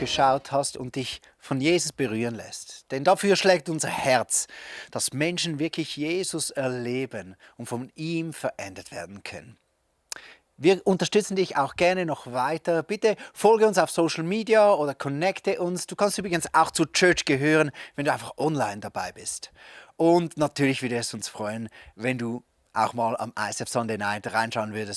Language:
Swiss German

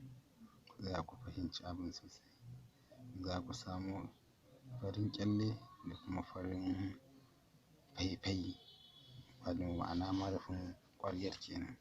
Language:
Hausa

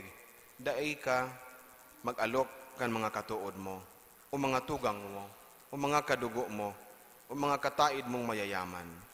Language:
Bikol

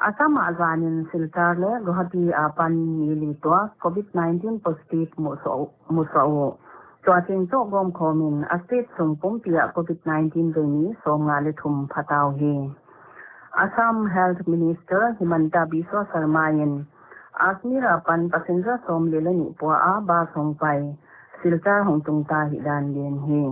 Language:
Paite Chin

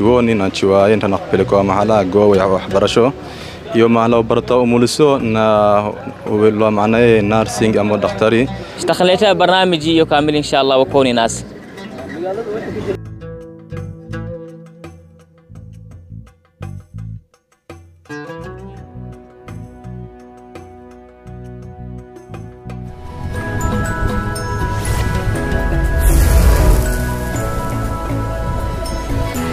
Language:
Swahili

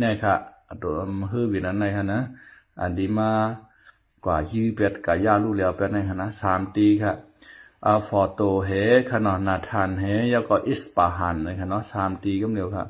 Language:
Shan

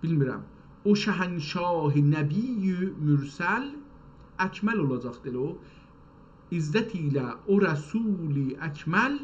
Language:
South Azerbaijani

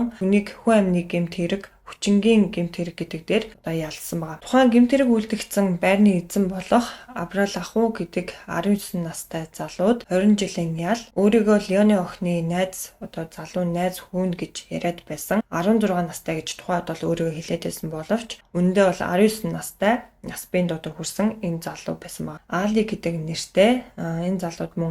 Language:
Mongolian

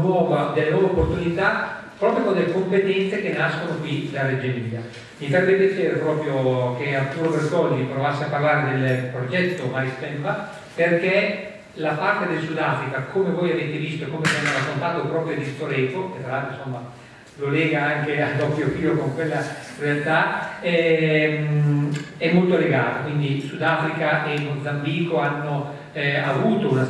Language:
Italian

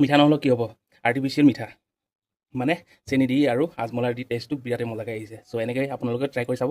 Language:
Assamese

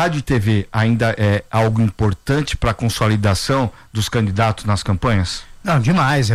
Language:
Portuguese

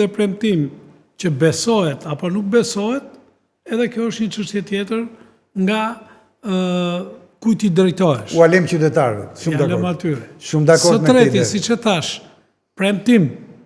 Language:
Albanian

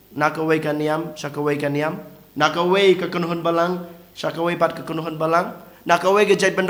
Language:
Khasi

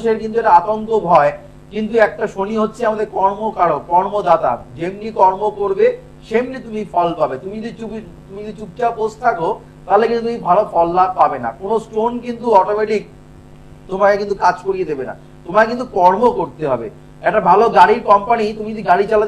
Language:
Bangla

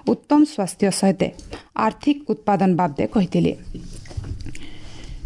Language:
Odia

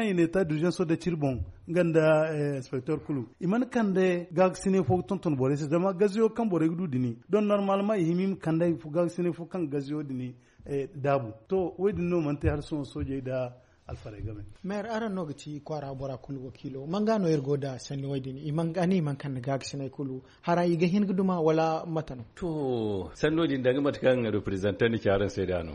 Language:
Zarma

